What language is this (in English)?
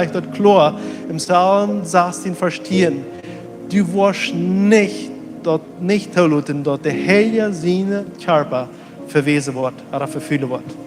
Plautdietsch